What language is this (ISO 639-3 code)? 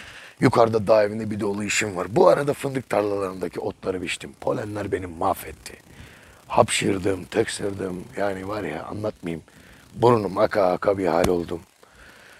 tur